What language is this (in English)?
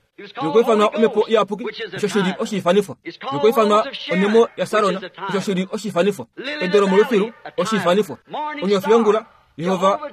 Kuanyama